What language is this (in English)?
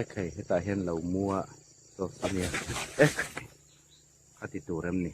Hmar